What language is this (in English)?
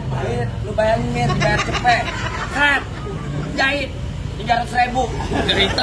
Betawi